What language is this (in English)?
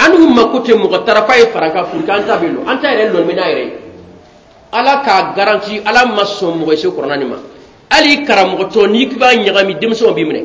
Bambara